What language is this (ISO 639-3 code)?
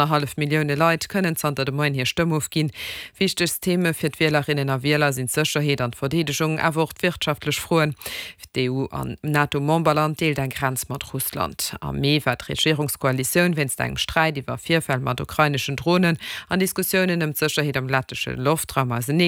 ltz